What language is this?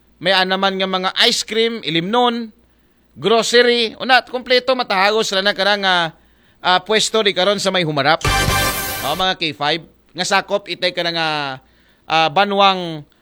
Aklanon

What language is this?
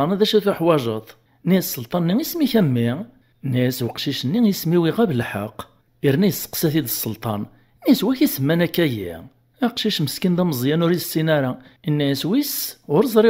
Kabyle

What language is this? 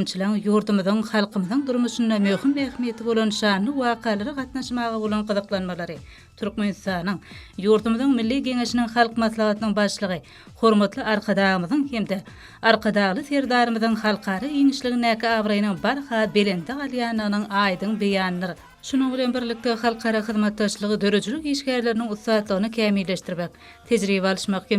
Turkmen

